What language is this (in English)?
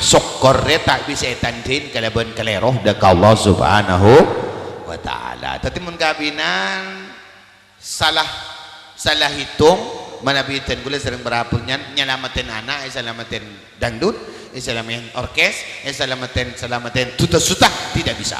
Madurese